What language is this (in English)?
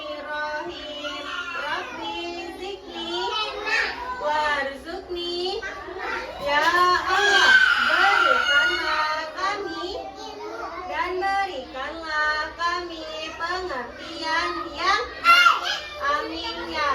Banjar